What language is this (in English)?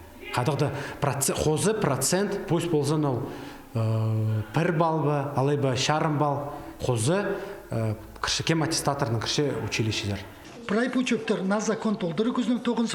Khakas